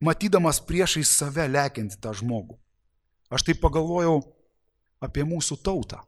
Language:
Lithuanian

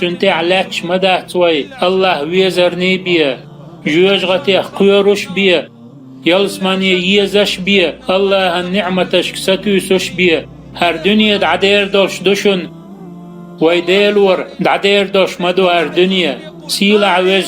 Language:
Chechen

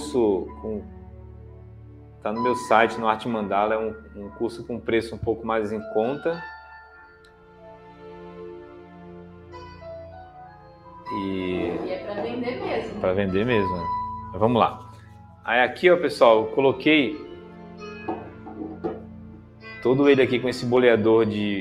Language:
Portuguese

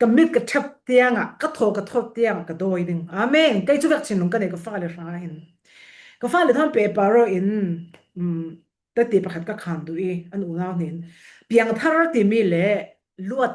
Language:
Falam Chin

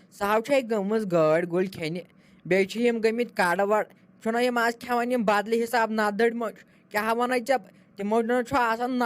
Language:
Kashmiri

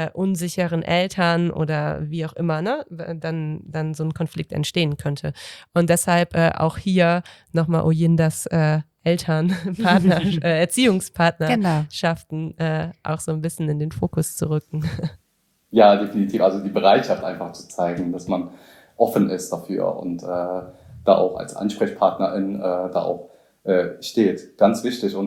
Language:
German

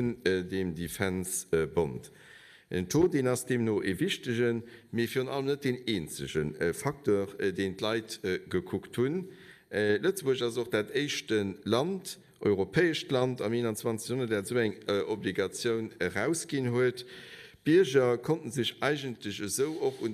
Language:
Luxembourgish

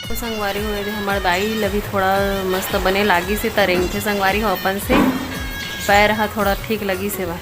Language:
Chhattisgarhi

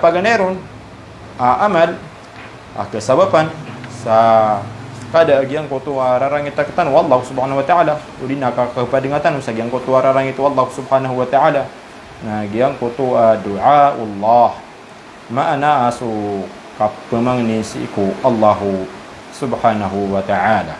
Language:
Maranao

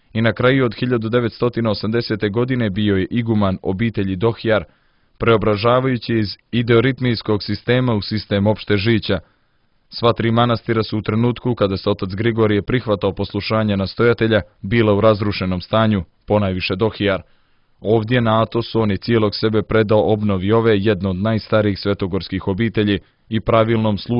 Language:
Serbian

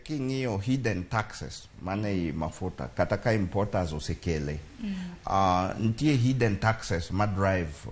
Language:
Luo (Kenya and Tanzania)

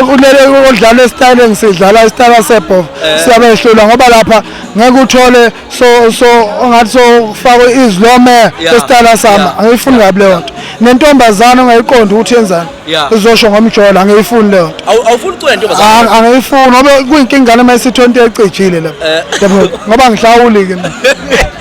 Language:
Zulu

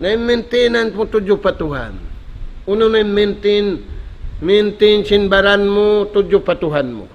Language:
Tausug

